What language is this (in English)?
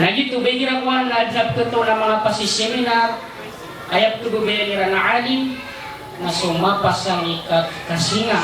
Maranao